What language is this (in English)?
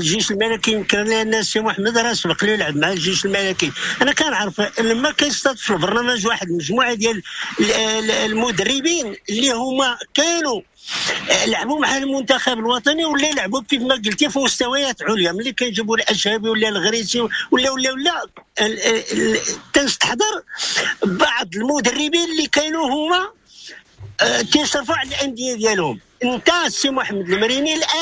Moroccan Arabic